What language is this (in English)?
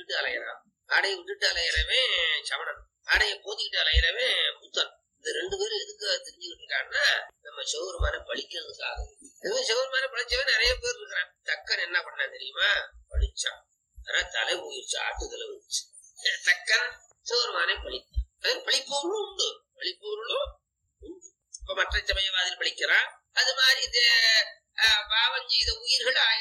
Tamil